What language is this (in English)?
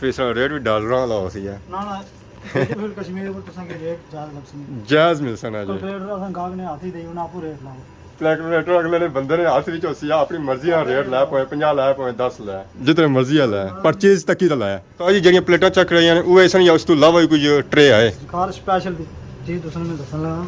Pahari-Potwari